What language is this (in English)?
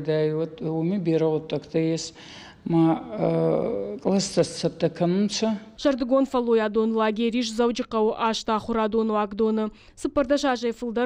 Ossetic